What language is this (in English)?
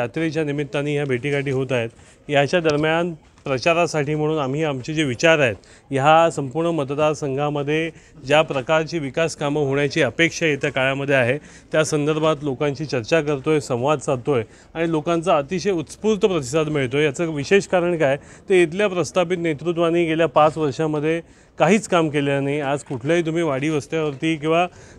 Marathi